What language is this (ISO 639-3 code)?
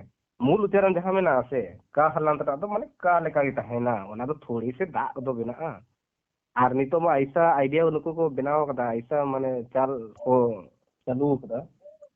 sat